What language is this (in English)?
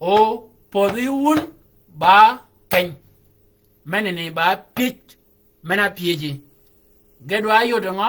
Shilluk